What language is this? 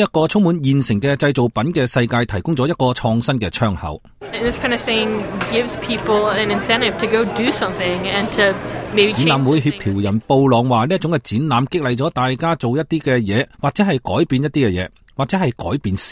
Cantonese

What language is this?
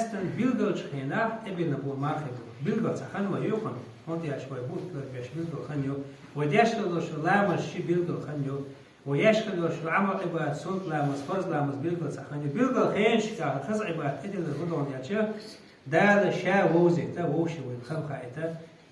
Chechen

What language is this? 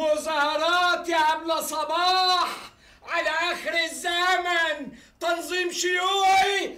Egyptian Arabic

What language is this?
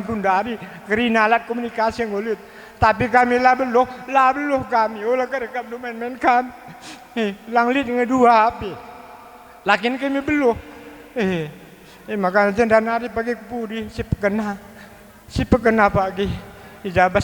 Batak Karo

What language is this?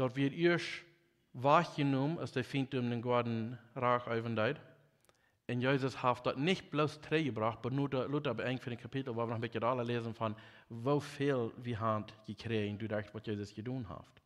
Plautdietsch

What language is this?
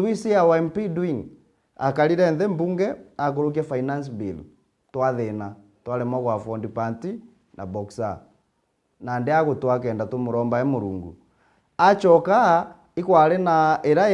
Meru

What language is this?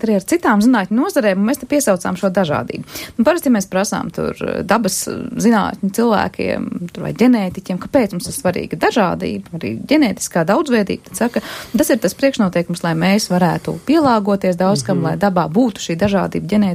Latvian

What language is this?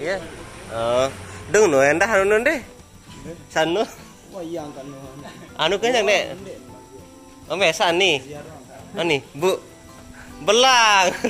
Sasak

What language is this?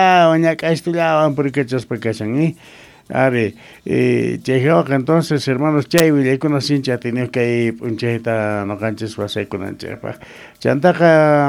Quechua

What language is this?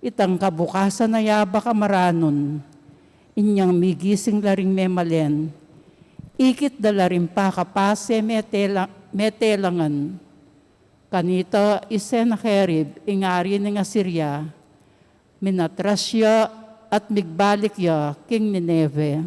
Pampanga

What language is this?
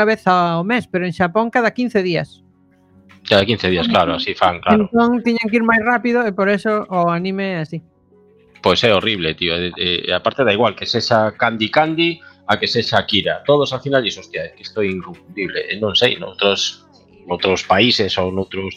Galician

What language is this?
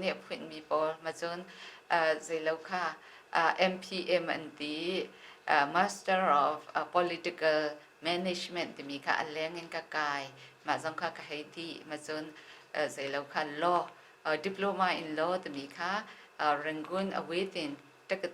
Hakha Chin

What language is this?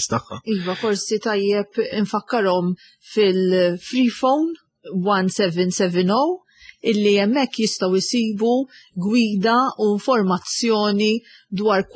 Maltese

